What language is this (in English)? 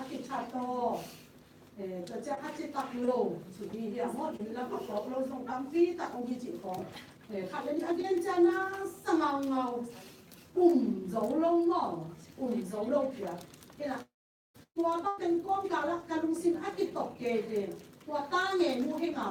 Tedim Chin